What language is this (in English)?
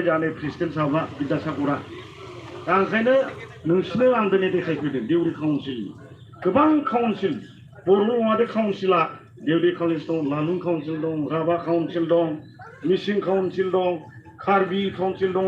Bodo